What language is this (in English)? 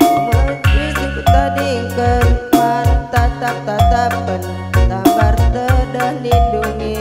Batak Karo